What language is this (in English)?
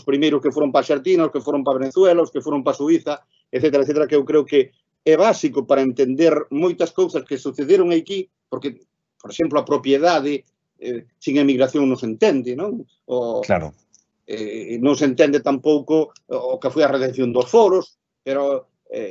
Galician